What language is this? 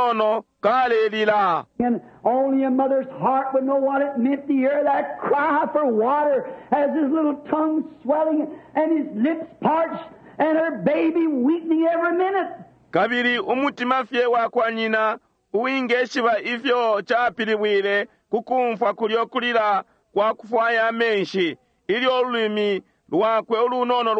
Bemba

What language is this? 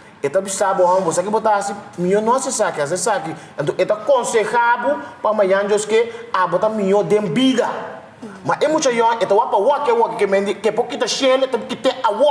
Papiamento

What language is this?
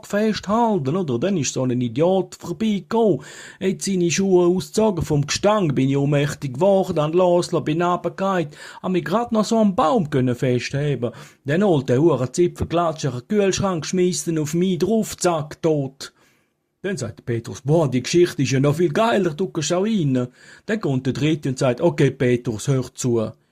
Swiss German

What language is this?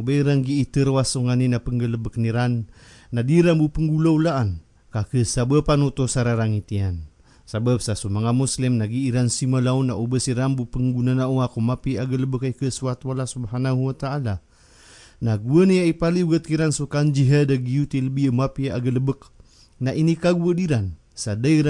Maranao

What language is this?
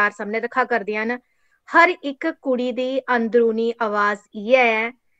Dogri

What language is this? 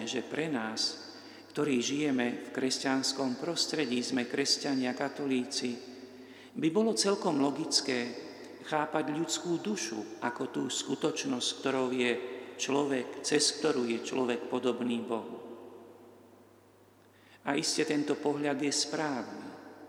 Slovak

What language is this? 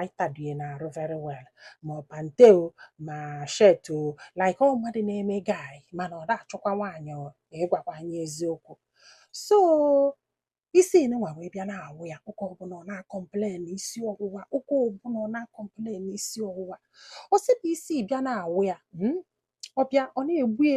Igbo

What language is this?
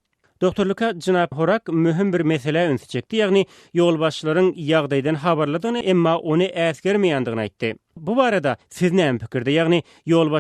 Turkmen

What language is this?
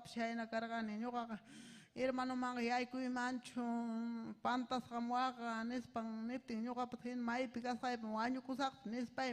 Ayacucho Quechua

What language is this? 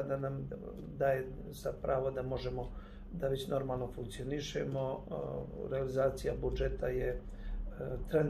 Serbian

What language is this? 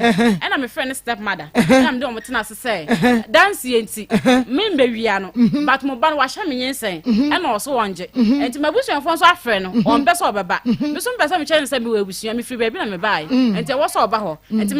Akan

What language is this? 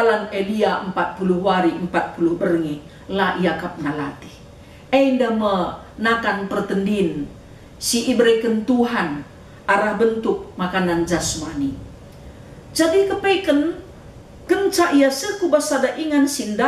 Batak Karo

